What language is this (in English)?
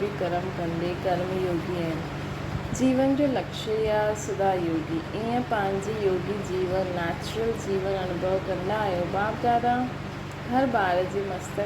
Sindhi